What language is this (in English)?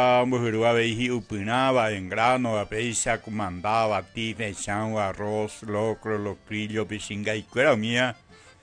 Guarani